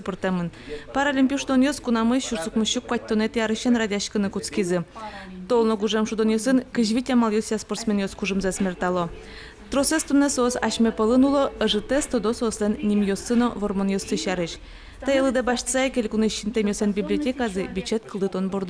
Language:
Udmurt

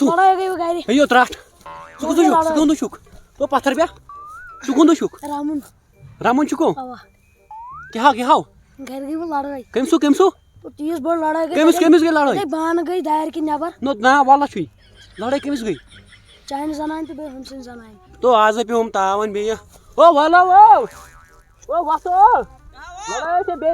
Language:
Kashmiri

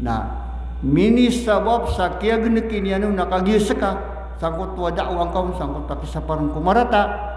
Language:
Maranao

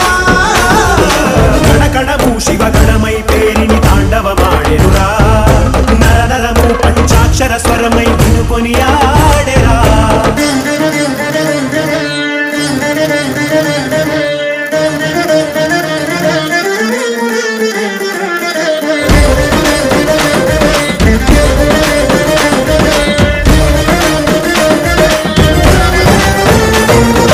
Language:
Telugu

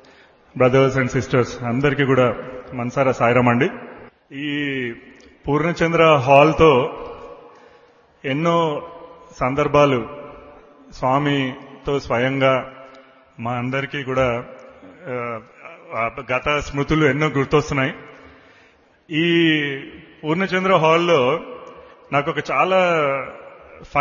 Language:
Telugu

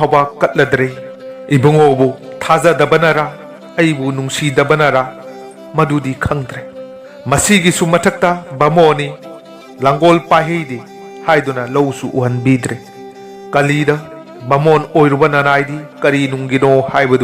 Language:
Manipuri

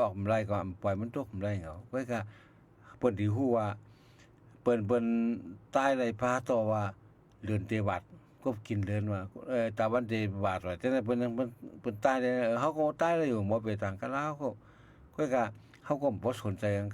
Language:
Shan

